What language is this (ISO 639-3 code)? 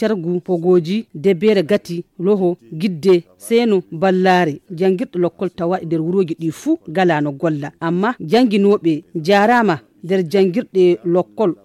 fuv